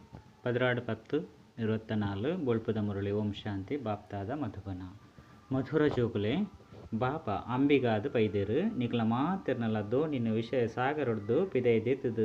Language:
Tulu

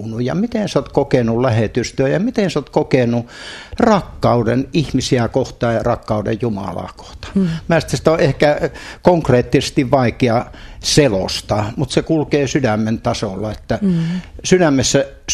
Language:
Finnish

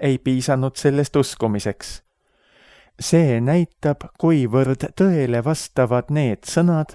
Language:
Estonian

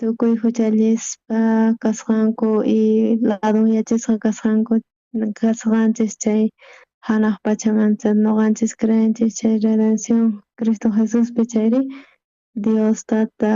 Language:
South Bolivian Quechua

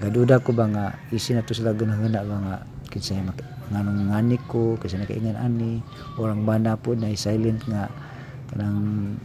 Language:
Cebuano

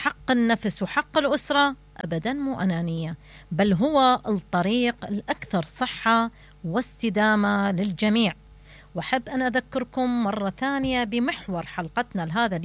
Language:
Mesopotamian Arabic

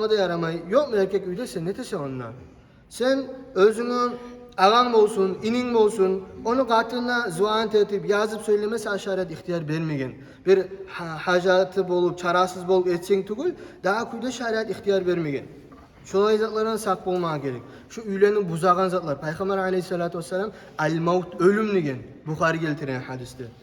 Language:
Kumyk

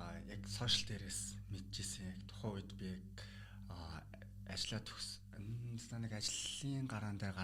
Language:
Mongolian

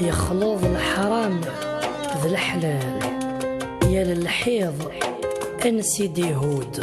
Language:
Kabyle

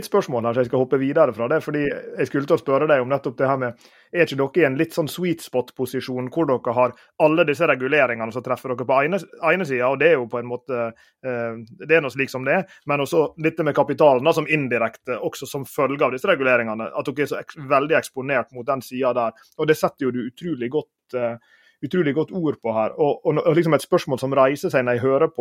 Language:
Norwegian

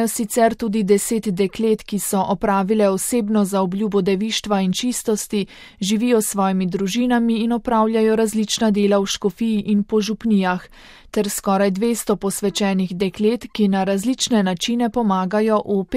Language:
Slovenian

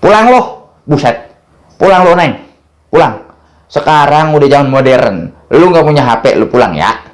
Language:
Betawi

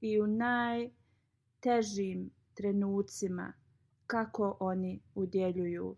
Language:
Bosnian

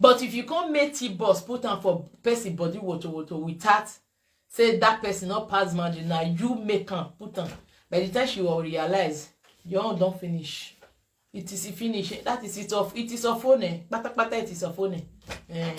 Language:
Nigerian Pidgin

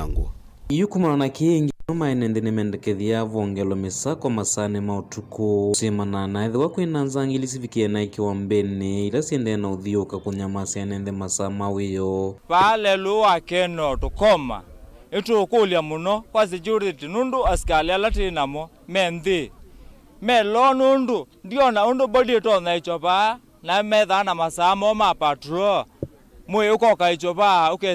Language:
Kamba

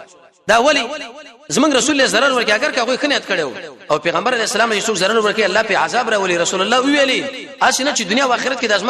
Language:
Pashto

